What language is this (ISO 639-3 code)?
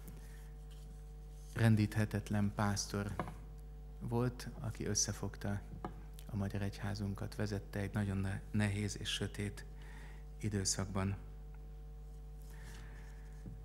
hun